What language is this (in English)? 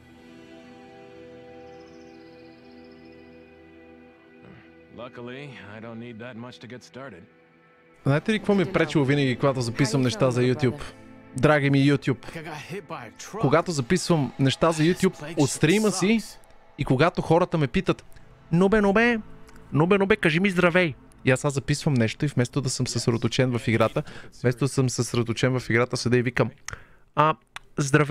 Bulgarian